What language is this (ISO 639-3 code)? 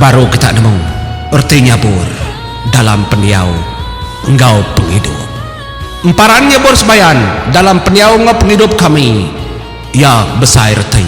iba